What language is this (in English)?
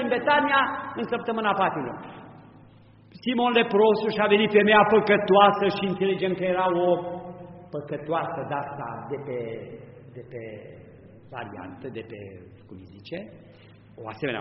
Romanian